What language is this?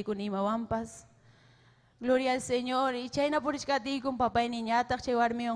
Ayacucho Quechua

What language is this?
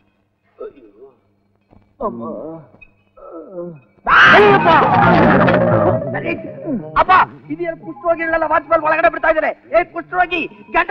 Kannada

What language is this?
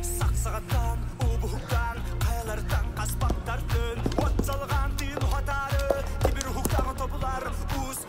Yakut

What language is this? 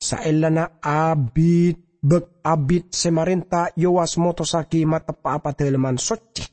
Madurese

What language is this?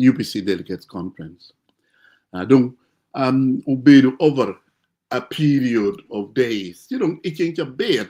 Acoli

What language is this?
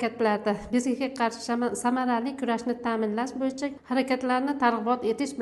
Uzbek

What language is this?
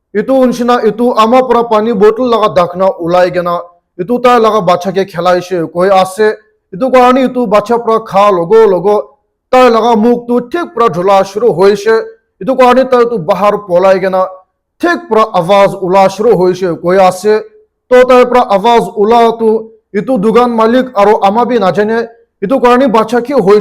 Naga Pidgin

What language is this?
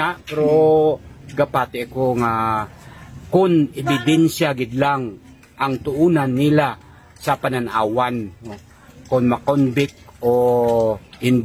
Hiligaynon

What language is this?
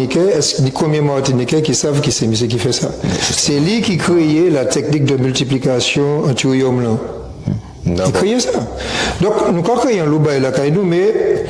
Guadeloupean Creole French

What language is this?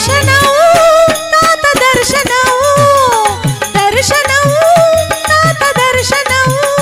Telugu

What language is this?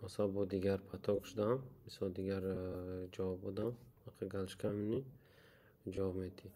Tajik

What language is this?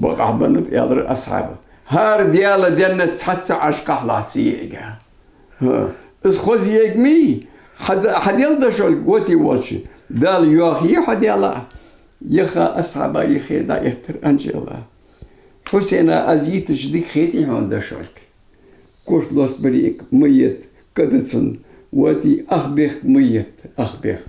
Ingush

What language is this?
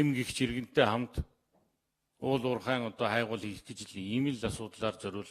Mongolian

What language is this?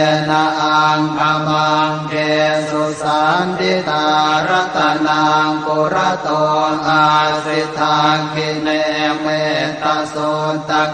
Pali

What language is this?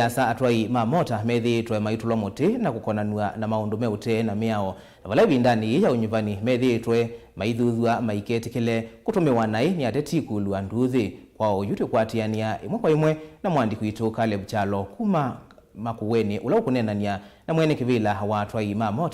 Kamba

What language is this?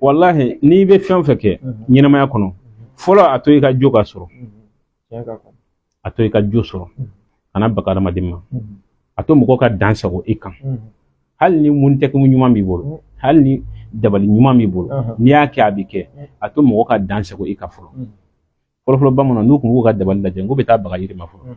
Bambara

